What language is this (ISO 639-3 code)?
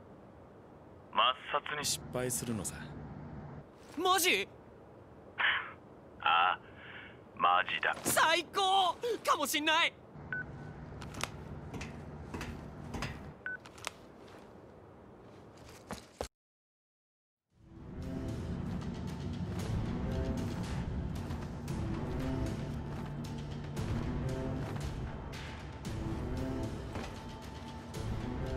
jpn